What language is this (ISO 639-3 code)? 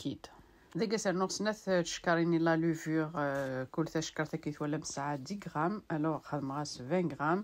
kab